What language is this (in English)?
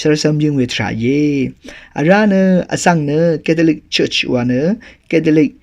Rawang